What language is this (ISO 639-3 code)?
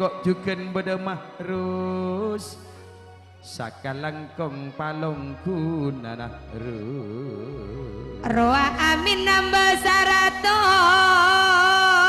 mad